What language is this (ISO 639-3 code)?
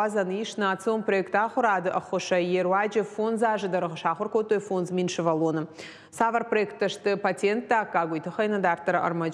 oss